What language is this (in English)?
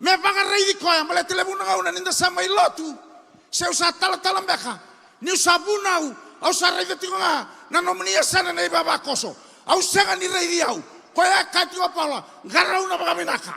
Fijian